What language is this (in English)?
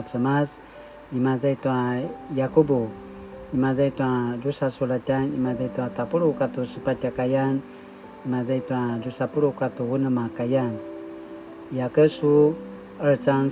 Paiwan